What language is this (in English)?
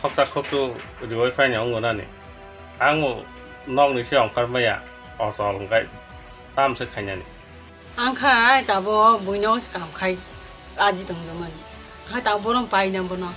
Kok Borok